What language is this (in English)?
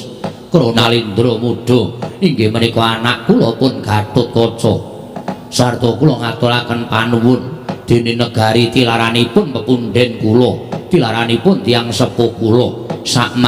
Javanese